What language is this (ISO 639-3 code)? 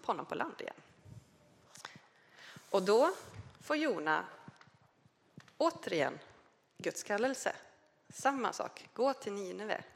swe